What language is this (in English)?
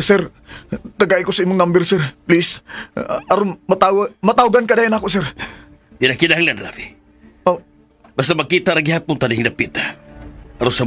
Cebuano